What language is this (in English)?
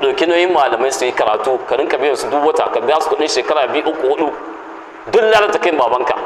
Hausa